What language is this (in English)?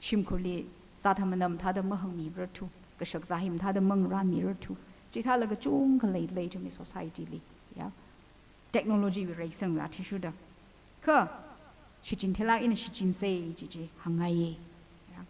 Tangkhul Naga (India)